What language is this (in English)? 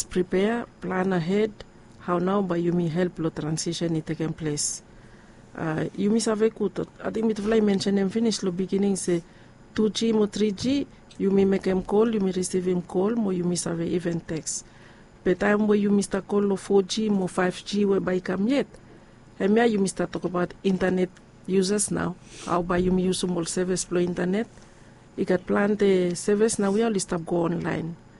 Bislama